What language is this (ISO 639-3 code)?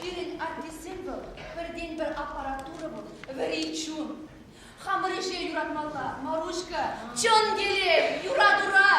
chv